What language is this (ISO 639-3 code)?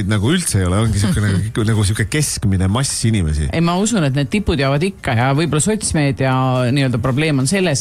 est